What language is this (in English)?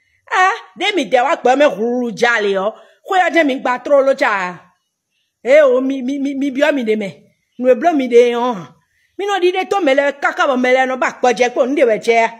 Fon